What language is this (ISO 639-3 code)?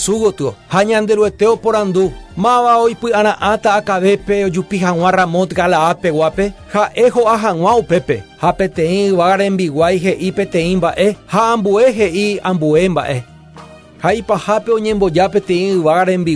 grn